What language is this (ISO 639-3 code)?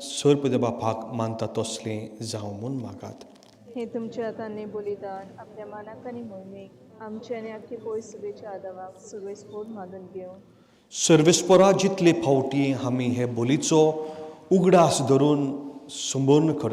kok